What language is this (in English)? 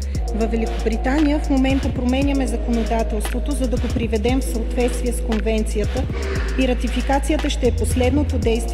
Bulgarian